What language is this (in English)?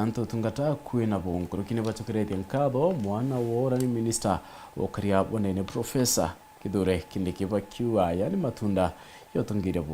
Meru